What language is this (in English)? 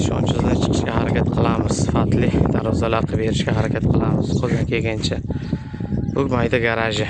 Uzbek